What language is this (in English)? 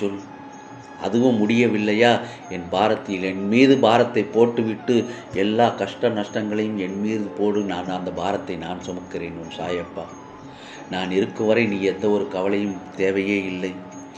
Tamil